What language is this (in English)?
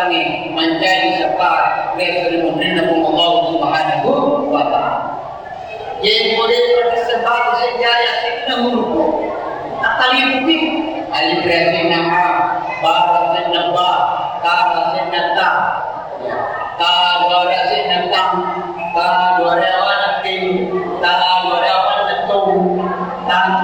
Buginese